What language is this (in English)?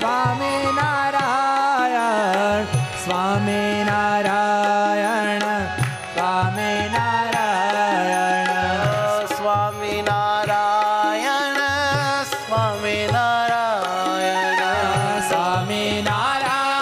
Gujarati